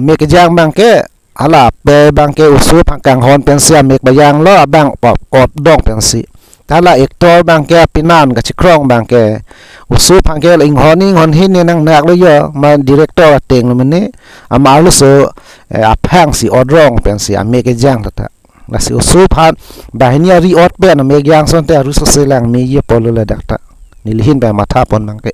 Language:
Karbi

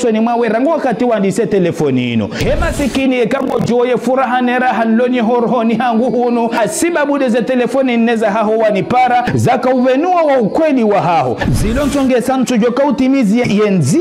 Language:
Ngazidja Comorian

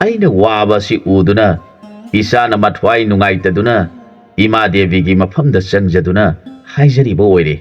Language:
Manipuri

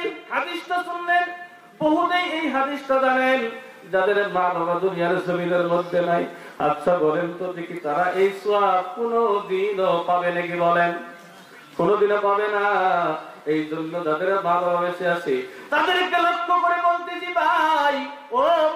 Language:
Bangla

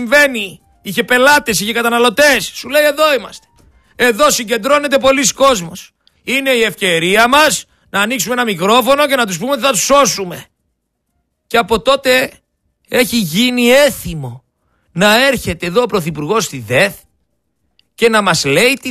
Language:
Greek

